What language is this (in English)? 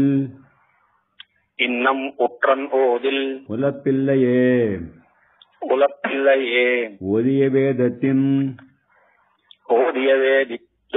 Tamil